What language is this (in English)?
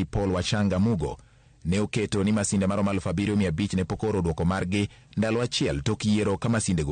Luo (Kenya and Tanzania)